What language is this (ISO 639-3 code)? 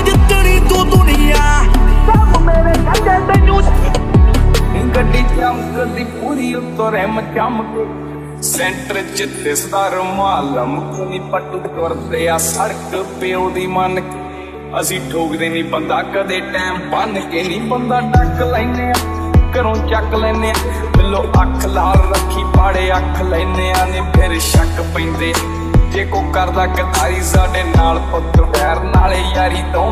pan